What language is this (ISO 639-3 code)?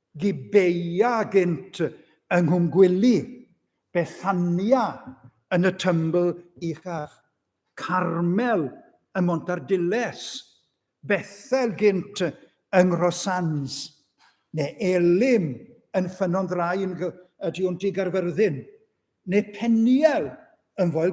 cym